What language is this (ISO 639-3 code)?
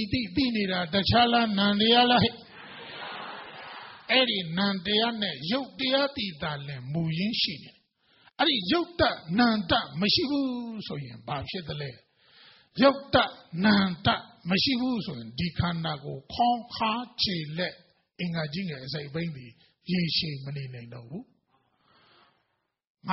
mya